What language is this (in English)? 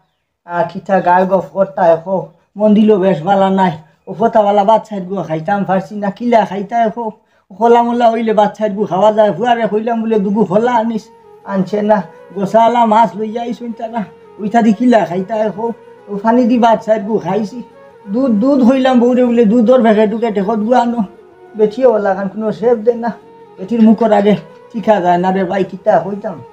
Sylheti